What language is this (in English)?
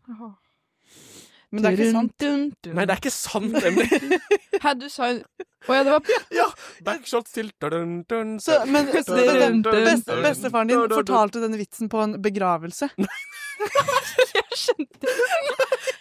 Norwegian